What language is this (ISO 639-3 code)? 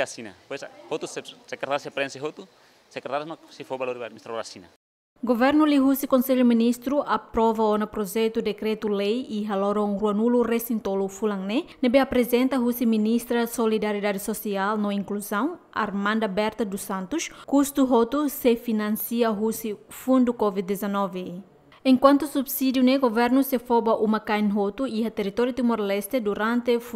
tet